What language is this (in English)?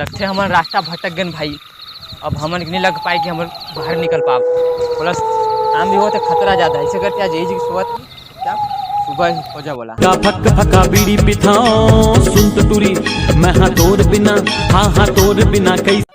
Chhattisgarhi